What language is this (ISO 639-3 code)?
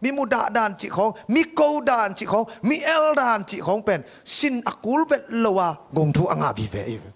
ctd